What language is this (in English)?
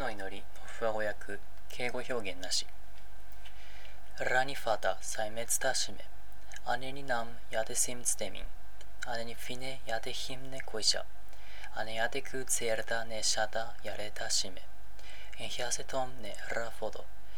Japanese